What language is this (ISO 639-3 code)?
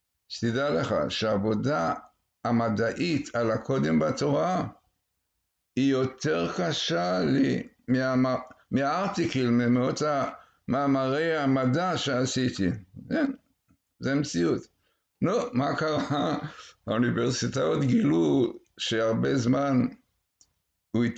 heb